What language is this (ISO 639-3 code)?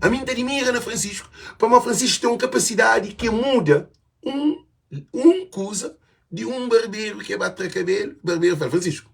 kea